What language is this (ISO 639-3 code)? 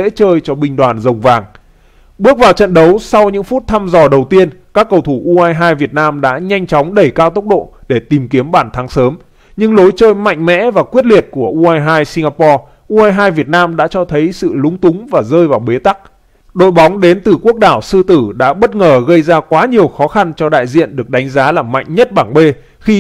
vie